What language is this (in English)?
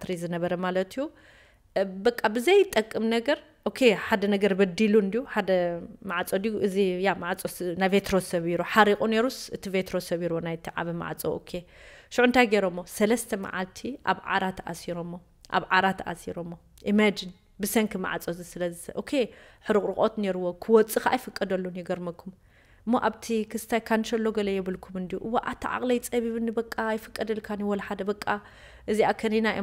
Tigrinya